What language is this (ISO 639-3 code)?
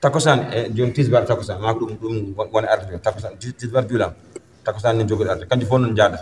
ful